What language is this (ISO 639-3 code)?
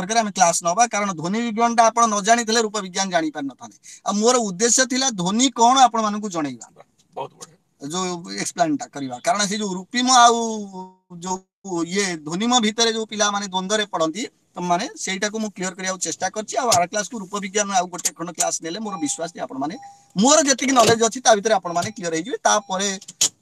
ori